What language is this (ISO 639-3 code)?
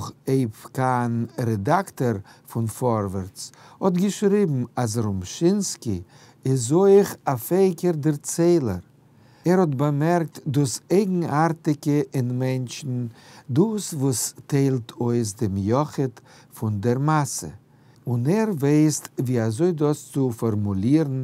yid